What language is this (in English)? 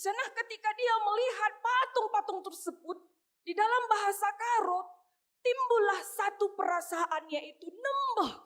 Batak Karo